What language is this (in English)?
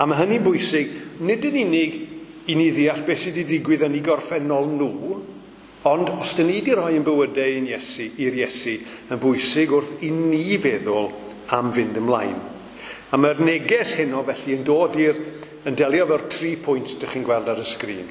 Welsh